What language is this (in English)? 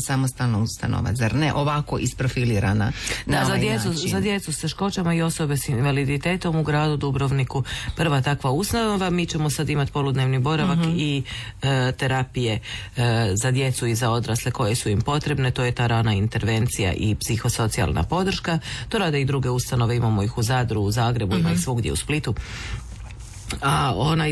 Croatian